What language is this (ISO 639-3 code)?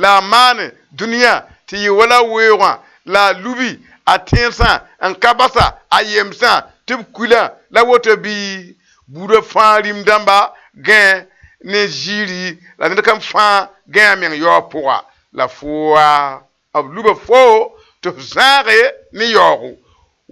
mos